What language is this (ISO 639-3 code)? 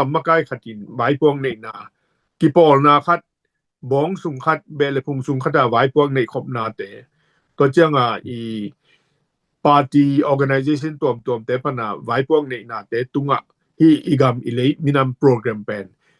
ctd